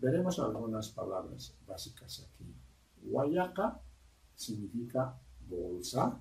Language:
Aymara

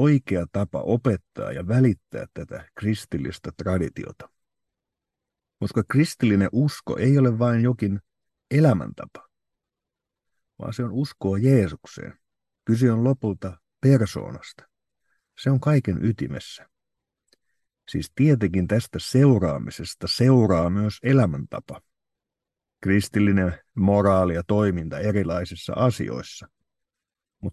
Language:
Finnish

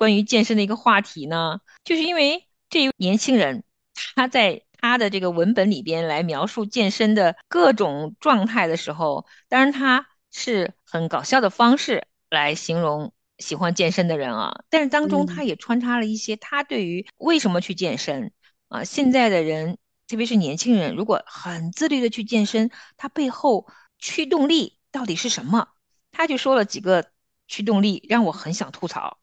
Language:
Chinese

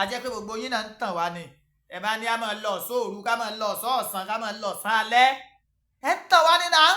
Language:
Yoruba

